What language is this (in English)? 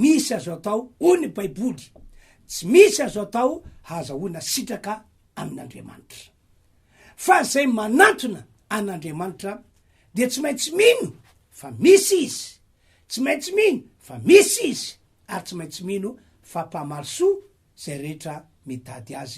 Malagasy